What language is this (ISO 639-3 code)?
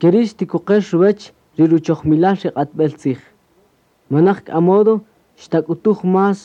cak